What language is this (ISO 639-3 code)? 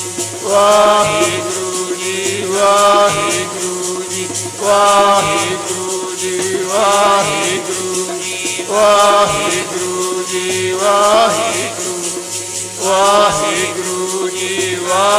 pan